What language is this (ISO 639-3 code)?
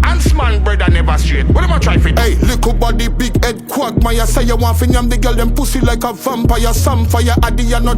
jam